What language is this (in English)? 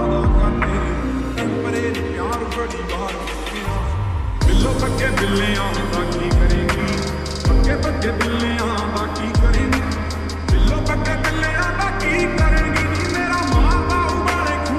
Punjabi